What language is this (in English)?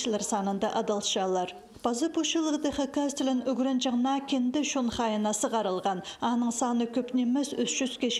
Khakas